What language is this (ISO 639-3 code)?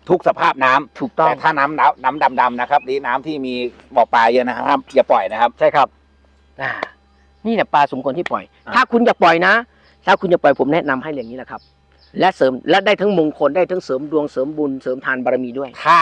tha